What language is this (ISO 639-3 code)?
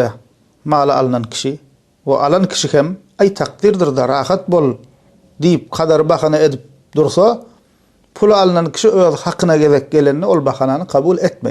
tuk